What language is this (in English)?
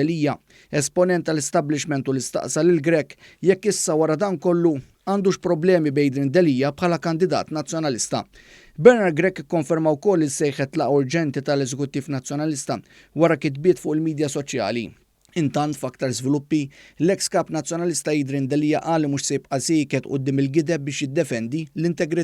Maltese